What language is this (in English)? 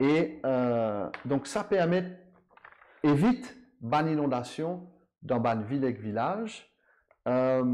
Morisyen